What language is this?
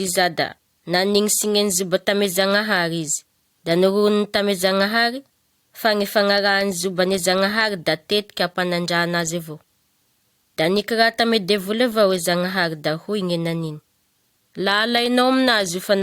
Malagasy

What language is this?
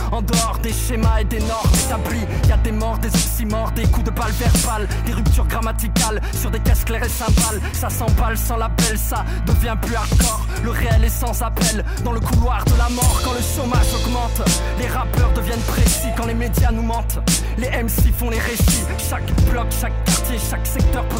French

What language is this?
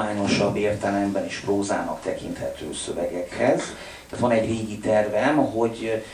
Hungarian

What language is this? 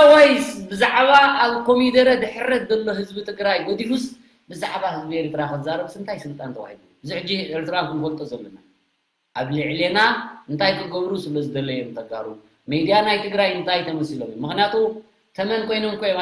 Tigrinya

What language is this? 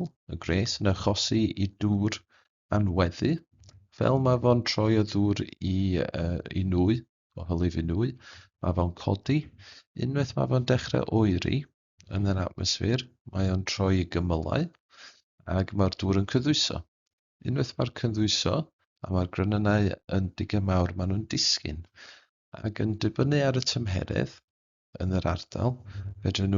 Welsh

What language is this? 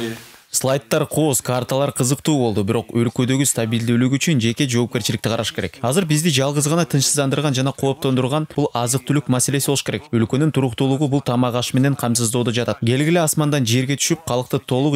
Kyrgyz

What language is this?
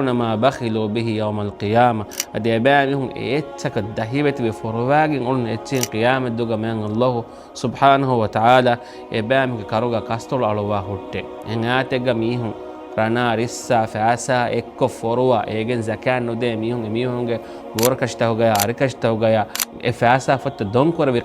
Divehi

